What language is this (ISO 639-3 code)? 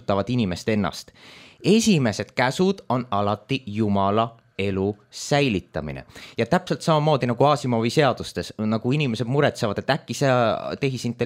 est